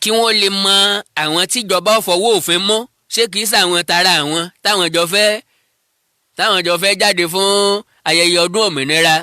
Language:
Yoruba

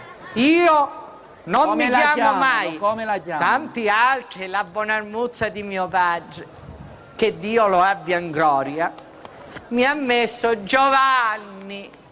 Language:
Sicilian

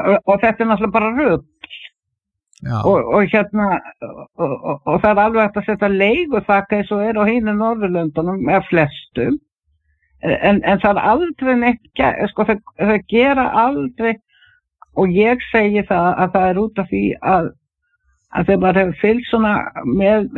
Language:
Icelandic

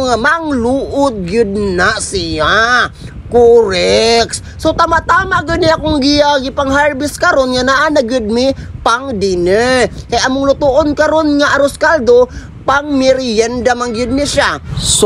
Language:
Cebuano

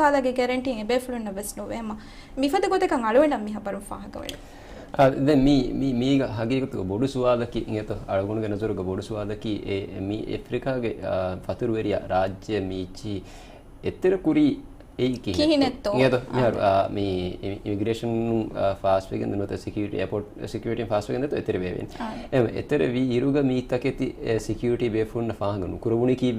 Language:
Divehi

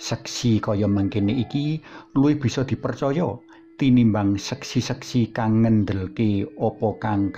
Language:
Javanese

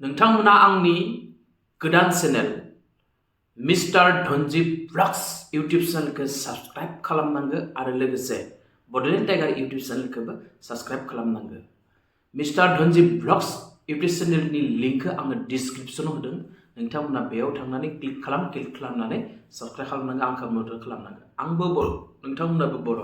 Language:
Bodo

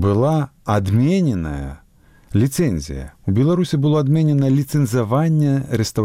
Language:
Belarusian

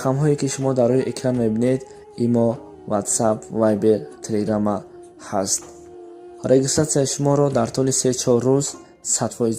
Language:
Tajik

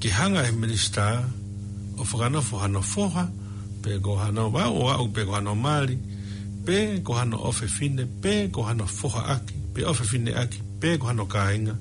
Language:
Tongan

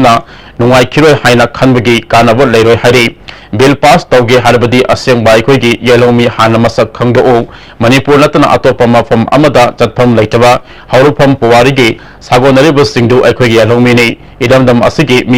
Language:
Manipuri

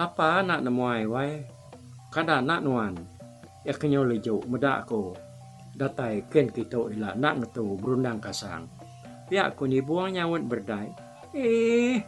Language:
Iban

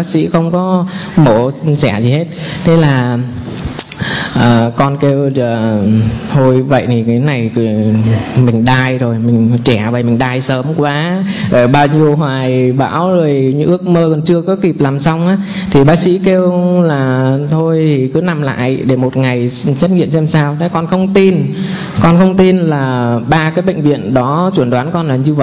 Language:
Vietnamese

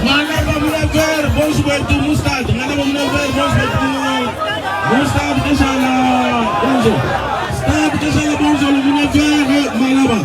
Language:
Luba-Lulua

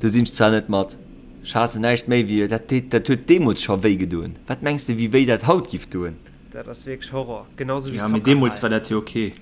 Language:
Luxembourgish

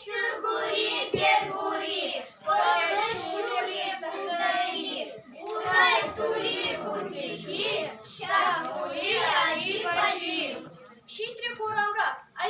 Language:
Chuvash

